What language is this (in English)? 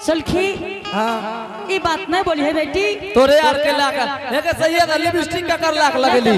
Angika